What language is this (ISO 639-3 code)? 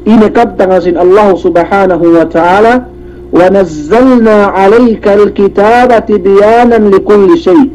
yka